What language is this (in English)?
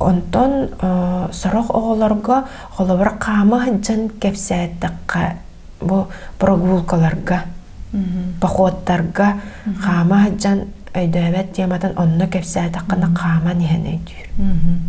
Yakut